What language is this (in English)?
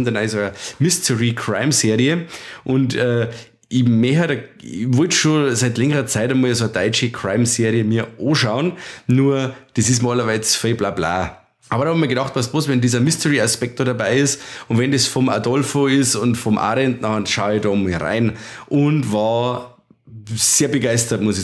Bavarian